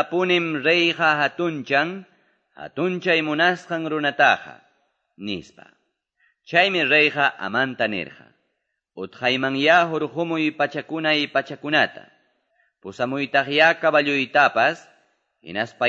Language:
Quechua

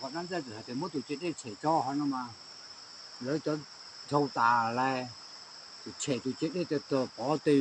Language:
Hmong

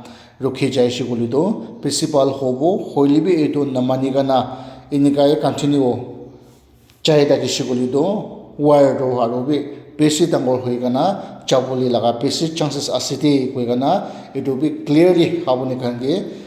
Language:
Naga Pidgin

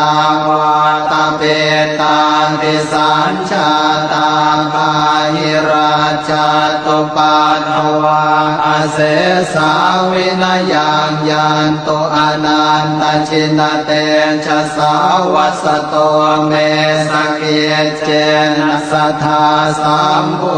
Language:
Pali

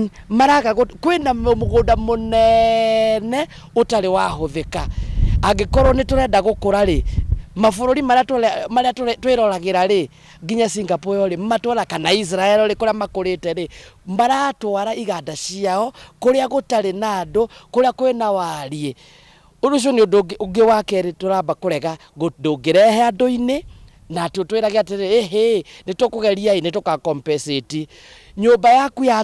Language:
Kikuyu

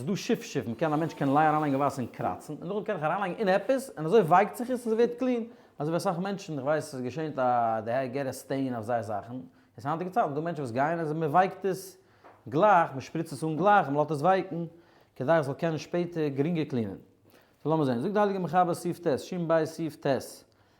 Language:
Yiddish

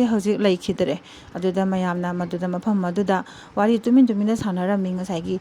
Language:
Manipuri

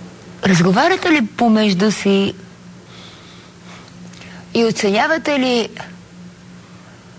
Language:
Bulgarian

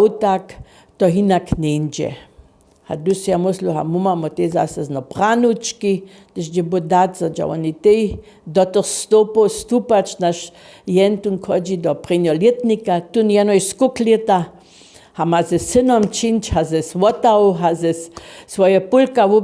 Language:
Upper Sorbian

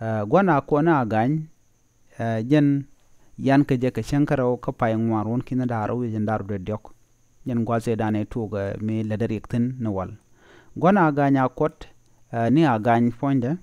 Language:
Nuer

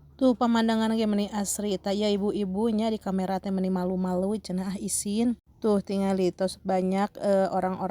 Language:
Sundanese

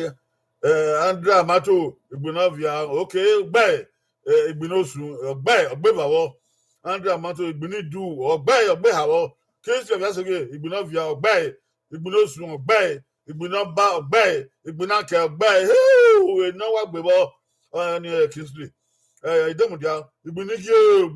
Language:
Bini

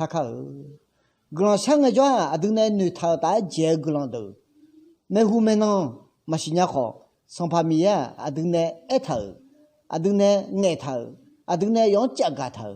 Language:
Akha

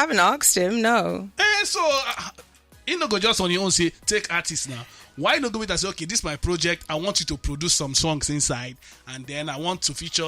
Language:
Nigerian Pidgin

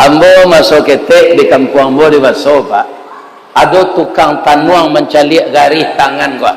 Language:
Minangkabau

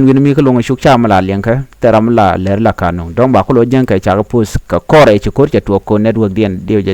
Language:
Nuer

